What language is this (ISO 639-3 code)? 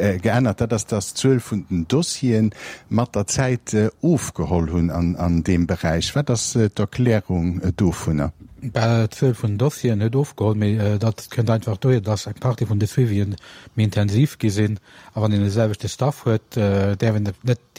ltz